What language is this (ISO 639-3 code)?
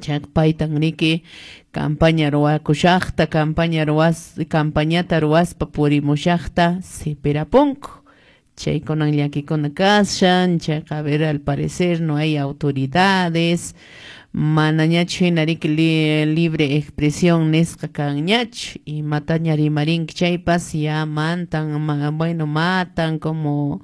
que